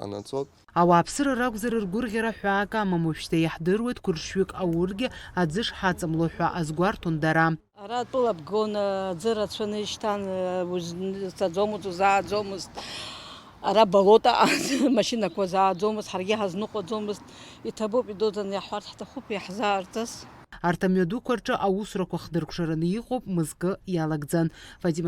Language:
Abkhazian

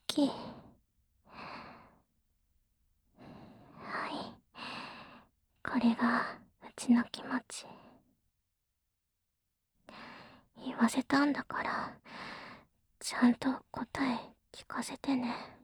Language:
Japanese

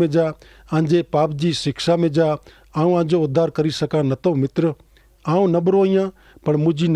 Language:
Kachhi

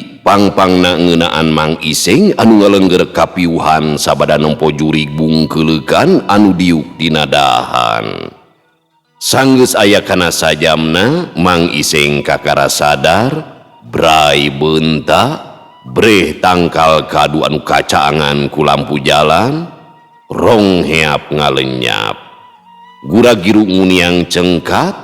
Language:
Sundanese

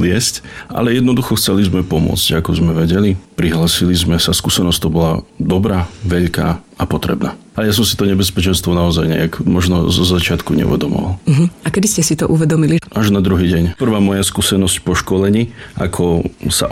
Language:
Slovak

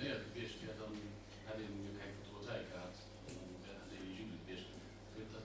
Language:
Luxembourgish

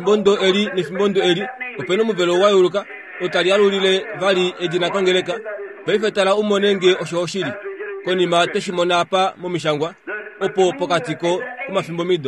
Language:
Kuanyama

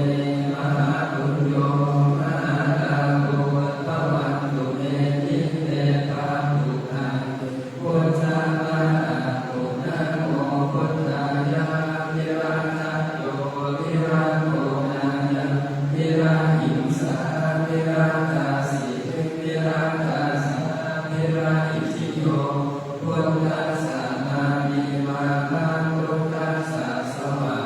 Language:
Pali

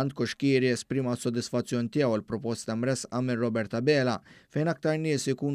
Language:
Maltese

